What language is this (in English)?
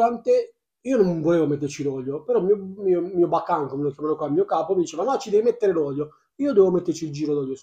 Italian